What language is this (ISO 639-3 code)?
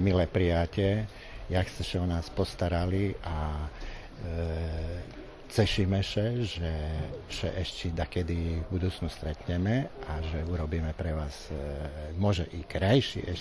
rue